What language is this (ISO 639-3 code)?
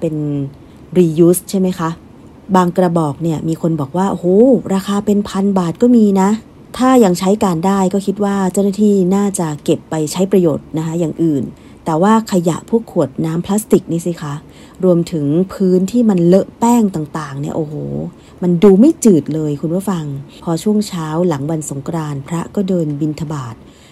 tha